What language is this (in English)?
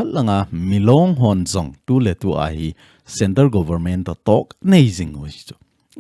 Thado Chin